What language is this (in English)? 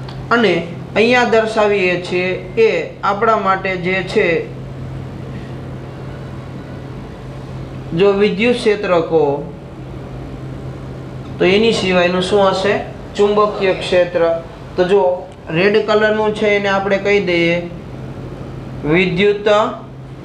Gujarati